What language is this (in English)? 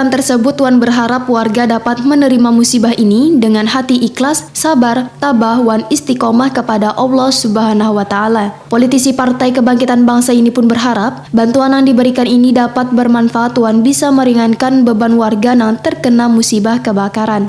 Banjar